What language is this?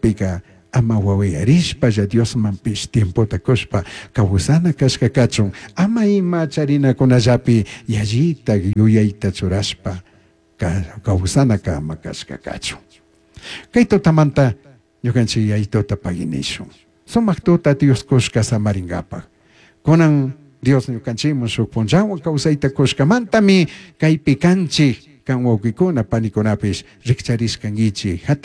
Chimborazo Highland Quichua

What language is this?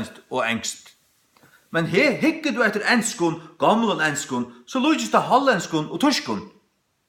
Faroese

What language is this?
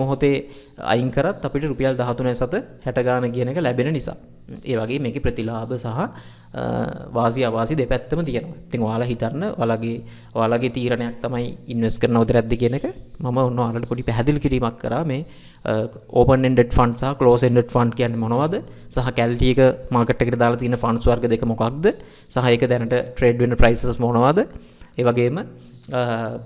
Sinhala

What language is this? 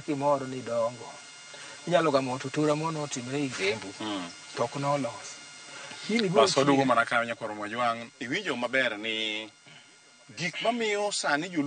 Luo (Kenya and Tanzania)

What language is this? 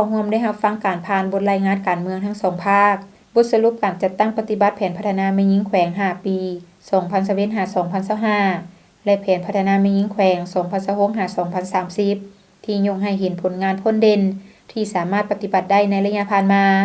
Lao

